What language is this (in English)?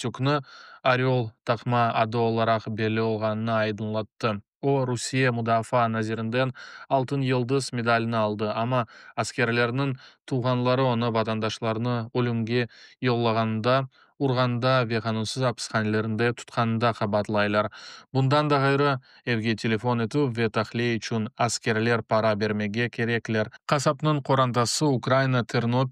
Crimean Tatar